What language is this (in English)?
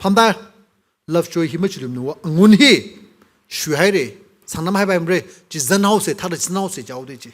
Tangkhul Naga (India)